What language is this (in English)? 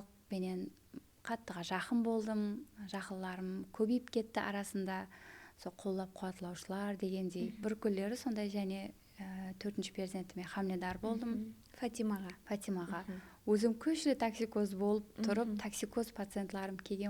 Kara-Kalpak